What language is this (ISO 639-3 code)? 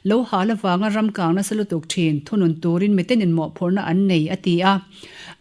lus